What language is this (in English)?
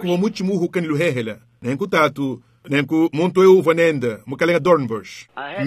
Luba-Lulua